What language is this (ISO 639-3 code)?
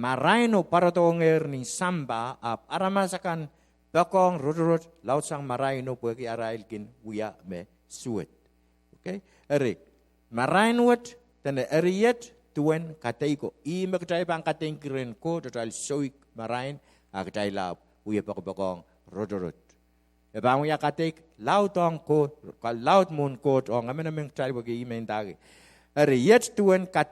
pon